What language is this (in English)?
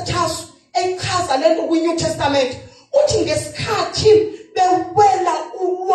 Zulu